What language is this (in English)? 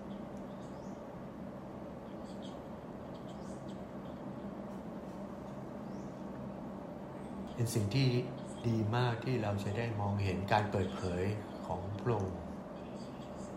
Thai